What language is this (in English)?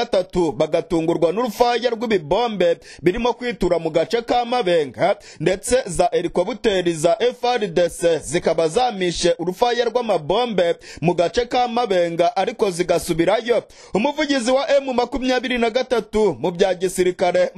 Kinyarwanda